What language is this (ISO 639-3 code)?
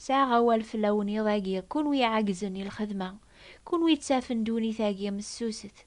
kab